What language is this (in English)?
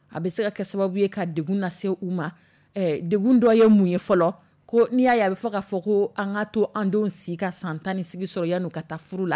Dyula